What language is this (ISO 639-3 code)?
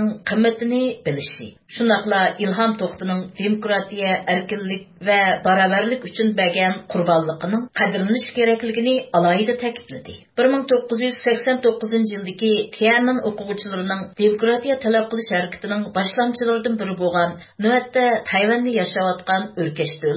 uig